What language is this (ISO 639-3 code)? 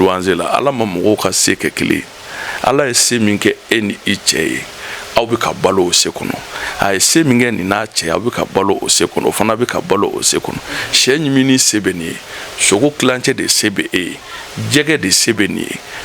bam